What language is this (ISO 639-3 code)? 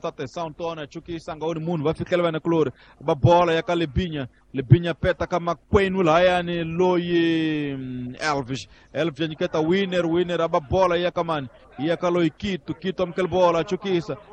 tso